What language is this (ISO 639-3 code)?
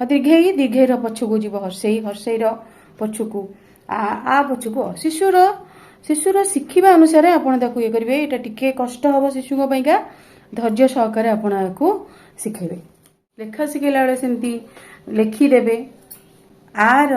ori